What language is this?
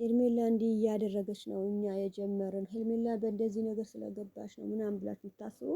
Amharic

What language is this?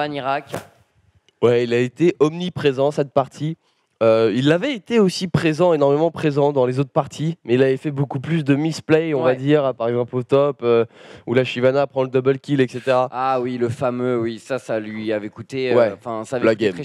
French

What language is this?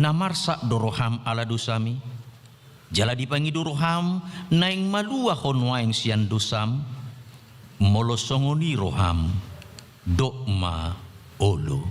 Batak Toba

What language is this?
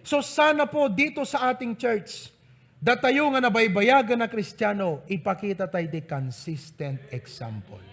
Iloko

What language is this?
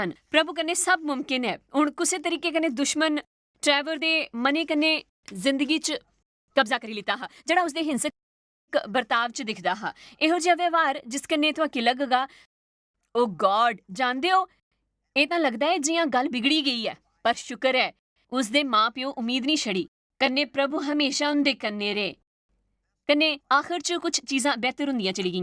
Dogri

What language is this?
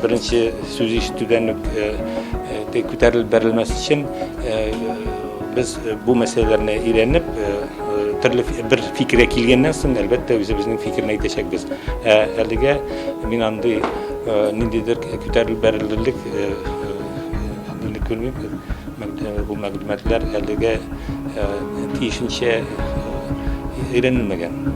Tatar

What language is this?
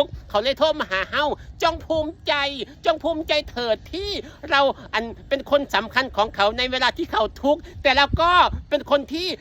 Northeastern Thai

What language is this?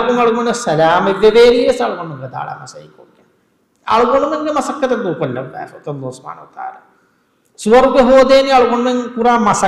Divehi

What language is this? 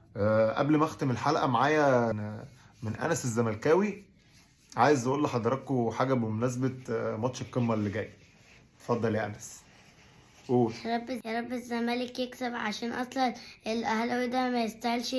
Egyptian Arabic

